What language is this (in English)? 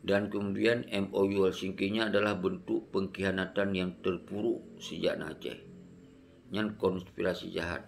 Achinese